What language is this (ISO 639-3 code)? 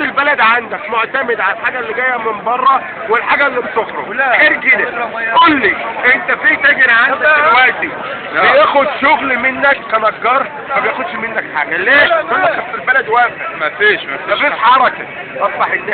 arz